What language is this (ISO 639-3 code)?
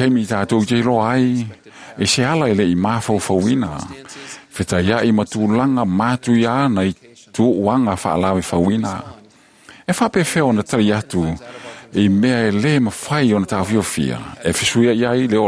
smo